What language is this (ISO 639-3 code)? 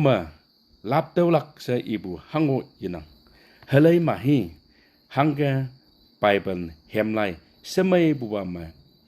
nbe